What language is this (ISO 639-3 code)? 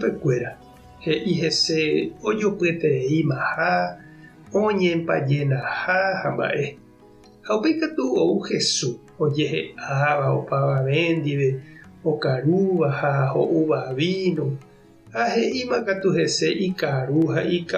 grn